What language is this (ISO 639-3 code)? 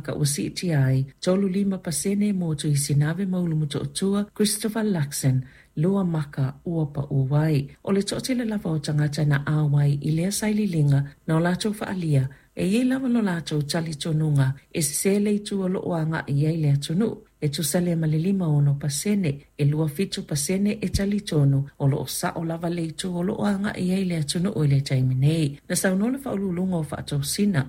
smo